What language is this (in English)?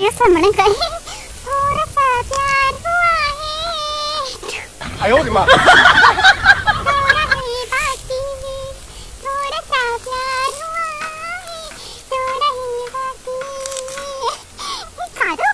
Dimasa